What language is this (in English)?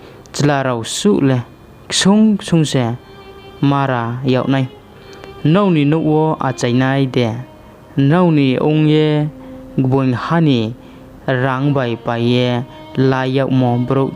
Riang (India)